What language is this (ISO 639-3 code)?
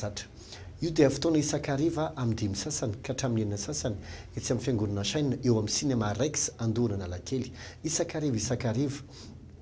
mlg